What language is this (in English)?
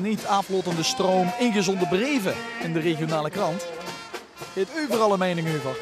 Limburgish